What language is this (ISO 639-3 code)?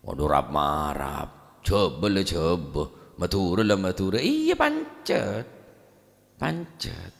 mad